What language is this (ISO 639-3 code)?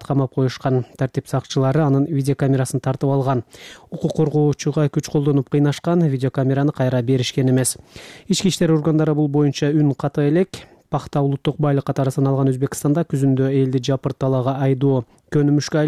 kir